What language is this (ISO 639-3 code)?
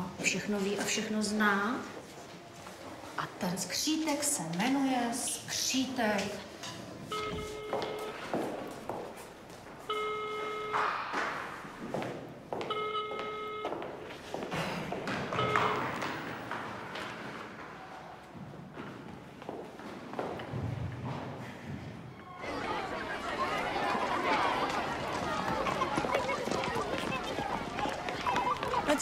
ces